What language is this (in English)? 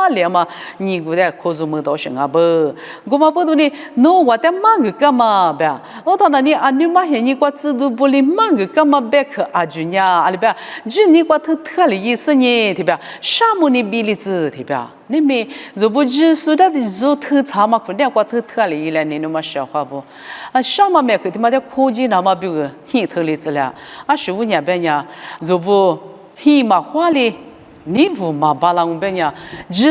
Lisu